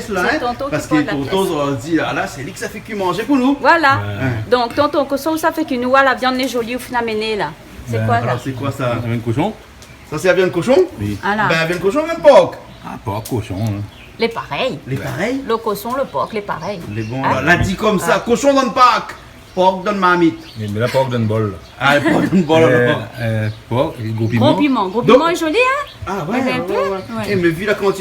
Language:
Réunion Creole French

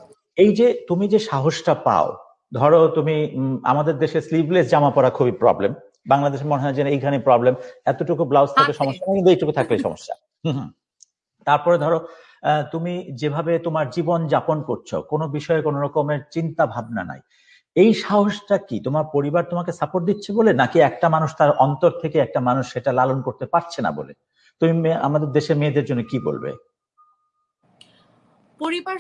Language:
Bangla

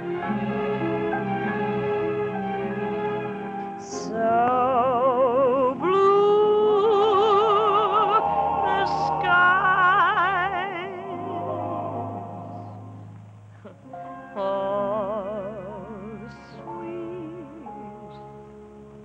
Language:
English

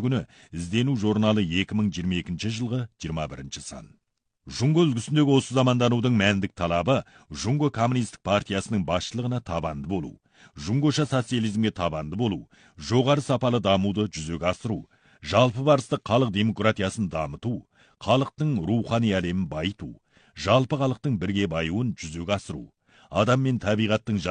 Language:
Kazakh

